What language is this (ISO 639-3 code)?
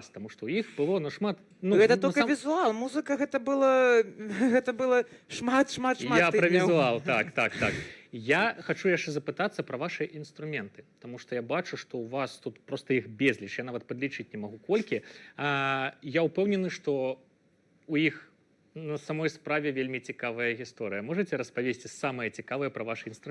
bel